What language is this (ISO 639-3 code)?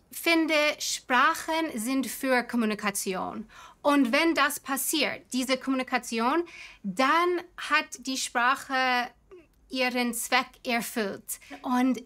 deu